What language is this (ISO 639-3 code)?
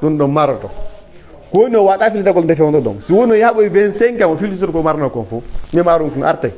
fuf